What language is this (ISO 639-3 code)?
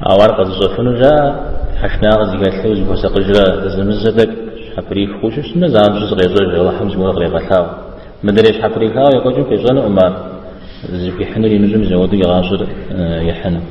kbd